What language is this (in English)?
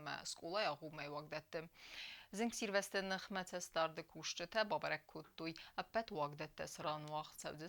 Ossetic